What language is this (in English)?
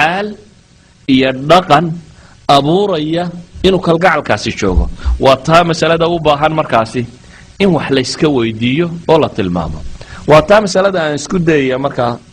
Somali